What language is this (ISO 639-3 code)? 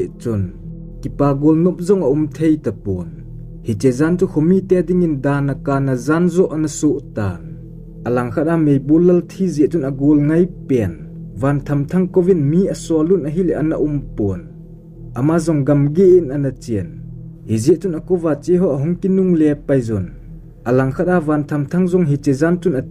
tcz